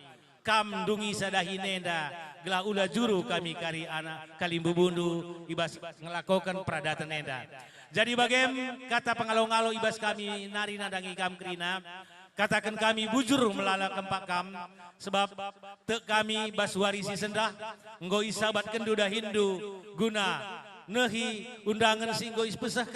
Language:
Batak Karo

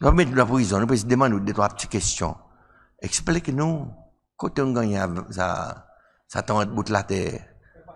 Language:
Seselwa Creole French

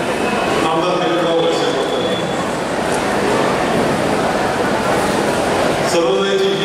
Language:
Marathi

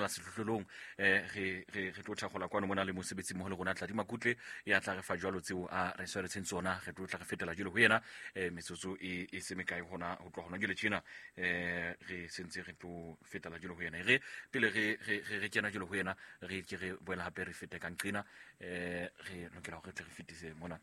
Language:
Southern Sotho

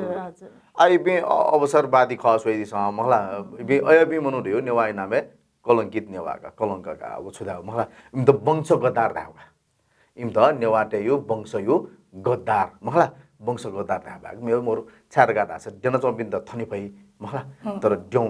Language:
Newari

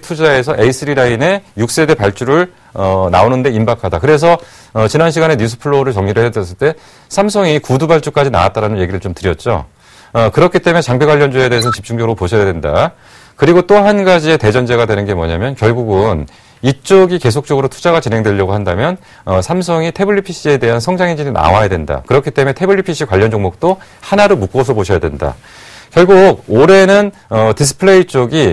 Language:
Korean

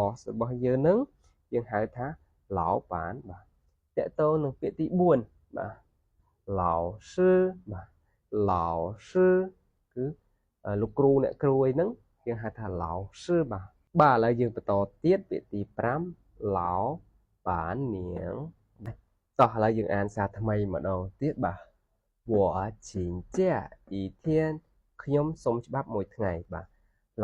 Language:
Khmer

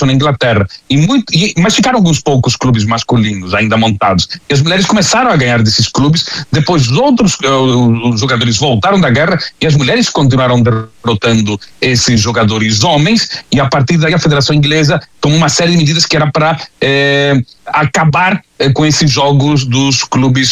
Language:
Portuguese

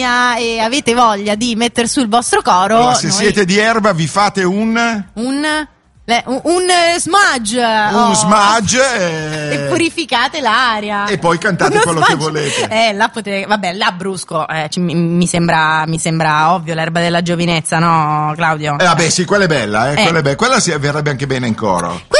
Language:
Italian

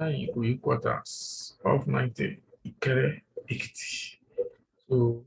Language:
Yoruba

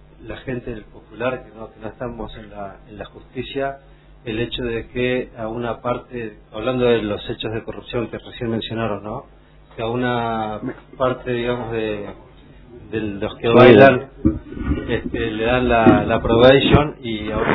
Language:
Spanish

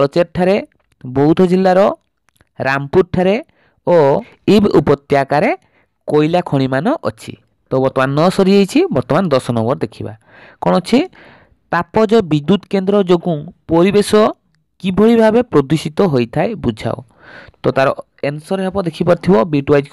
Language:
Odia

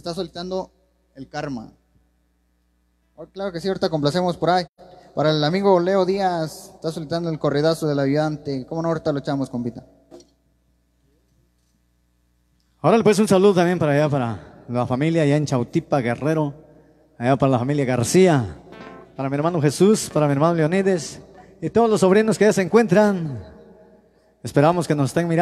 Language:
Spanish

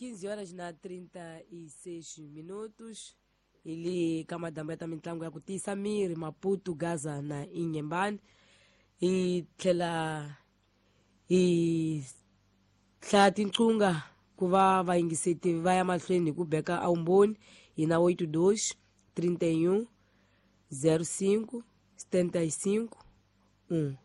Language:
Tsonga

